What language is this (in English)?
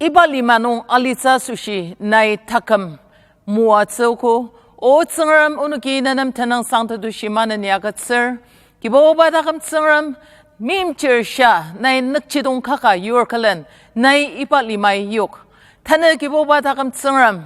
Ao Naga